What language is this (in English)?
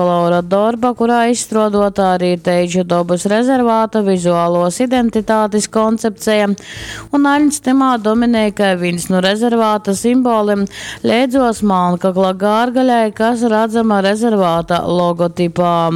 Latgalian